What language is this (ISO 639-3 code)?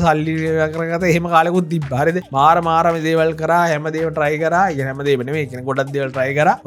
sin